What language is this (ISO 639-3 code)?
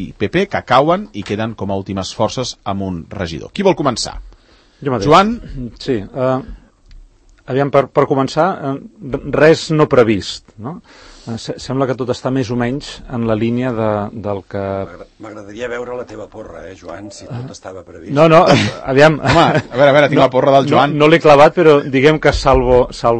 cat